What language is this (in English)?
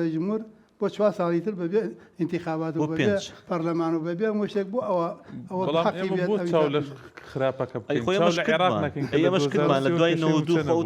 Central Kurdish